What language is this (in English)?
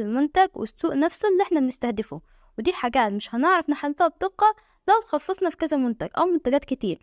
Egyptian Arabic